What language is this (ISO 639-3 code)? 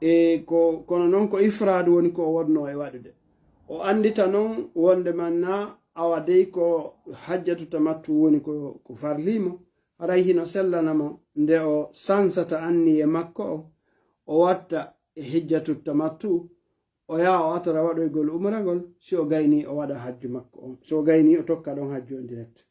ful